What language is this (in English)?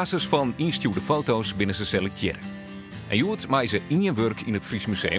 Western Frisian